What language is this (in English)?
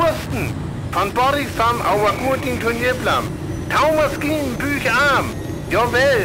Northern Frisian